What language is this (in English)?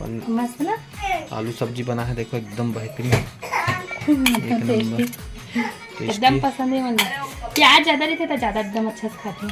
Chhattisgarhi